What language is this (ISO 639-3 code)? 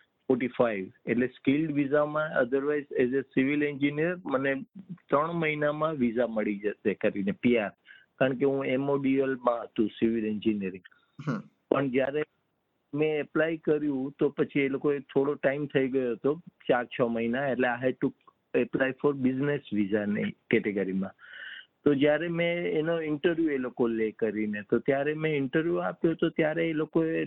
guj